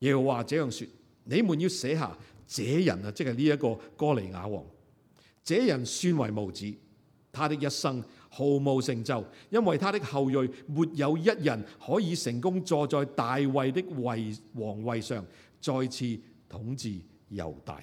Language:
Cantonese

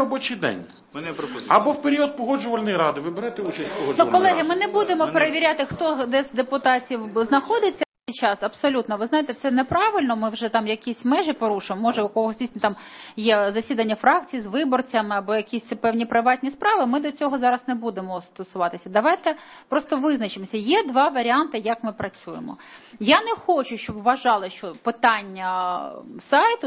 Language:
Ukrainian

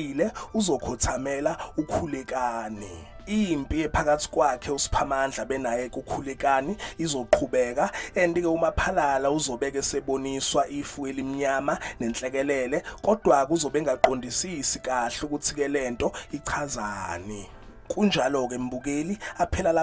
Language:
Zulu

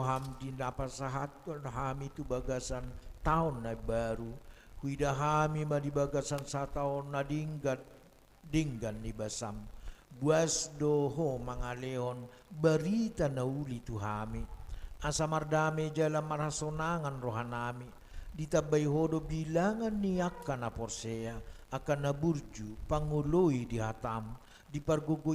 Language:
Batak Toba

